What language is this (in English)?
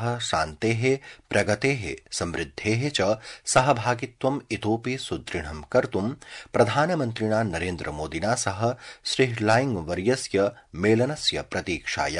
Sanskrit